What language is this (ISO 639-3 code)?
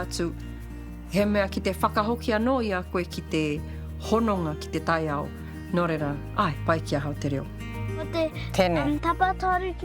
mri